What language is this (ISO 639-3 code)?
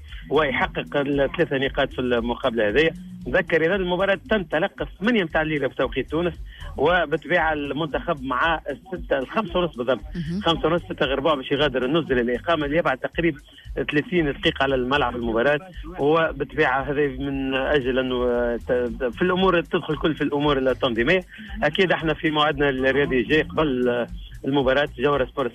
aeb